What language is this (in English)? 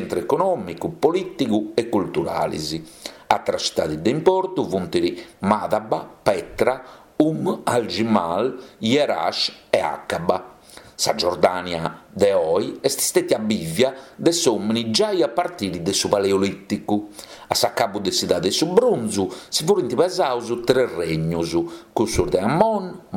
Sardinian